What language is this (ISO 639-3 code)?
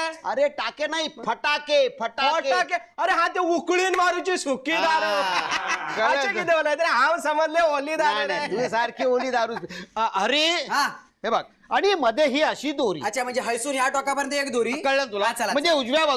mar